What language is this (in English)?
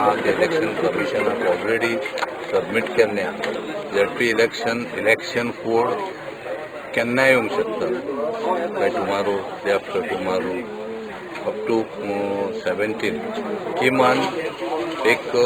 Konkani